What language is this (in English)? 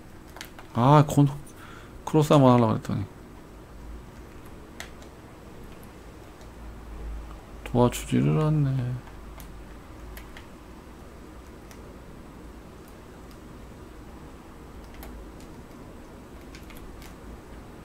Korean